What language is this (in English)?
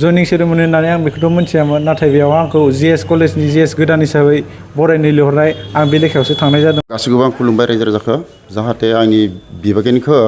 Bodo